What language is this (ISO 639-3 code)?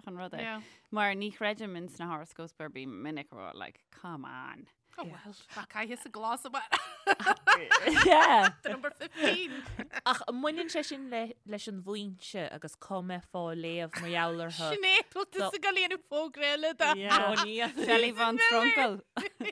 gle